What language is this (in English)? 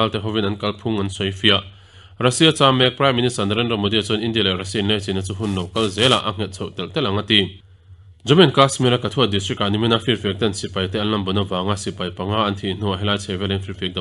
Mizo